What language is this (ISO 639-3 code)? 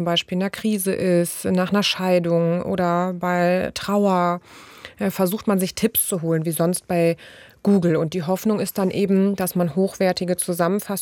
deu